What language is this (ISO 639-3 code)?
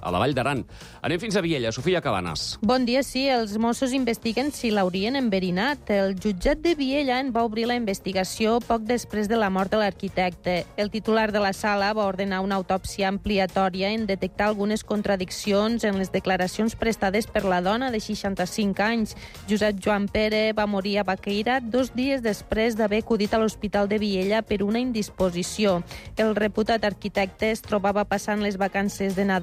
cat